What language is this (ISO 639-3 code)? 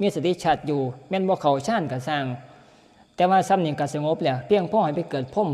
tts